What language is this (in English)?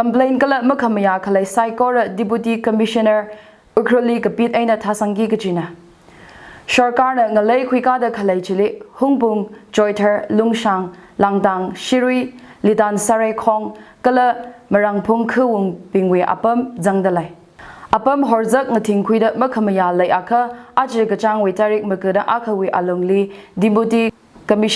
Tangkhul Naga (India)